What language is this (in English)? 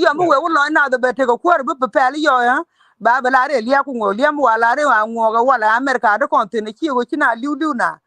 Nuer